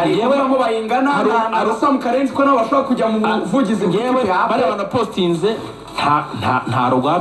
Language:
Kinyarwanda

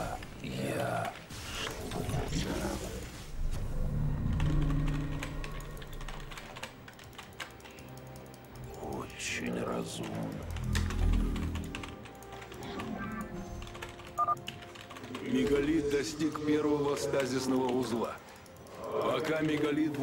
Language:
Russian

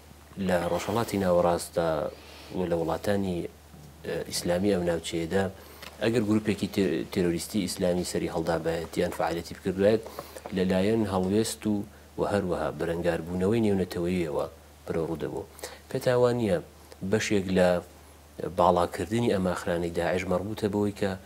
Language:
Central Kurdish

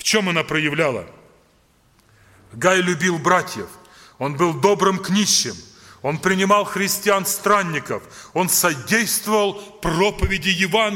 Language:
Russian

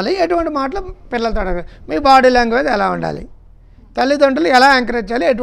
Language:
Telugu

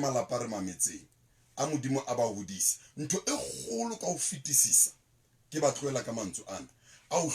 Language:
Southern Sotho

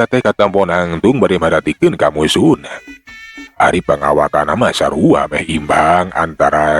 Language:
Sundanese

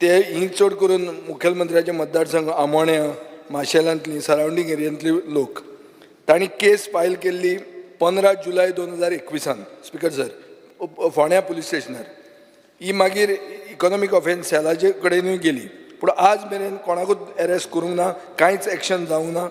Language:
Konkani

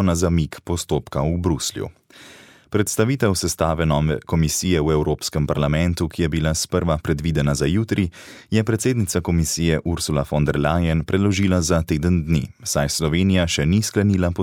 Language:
Slovenian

